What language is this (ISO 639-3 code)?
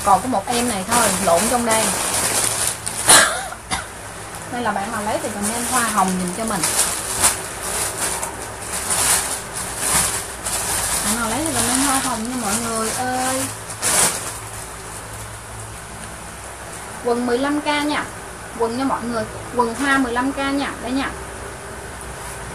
vie